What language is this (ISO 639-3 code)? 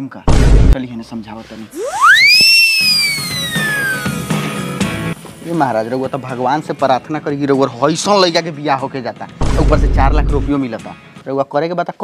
bho